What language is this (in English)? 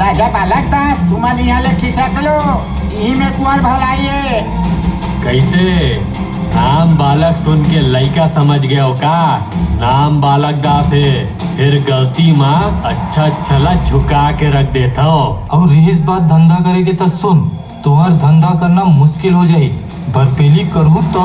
Chhattisgarhi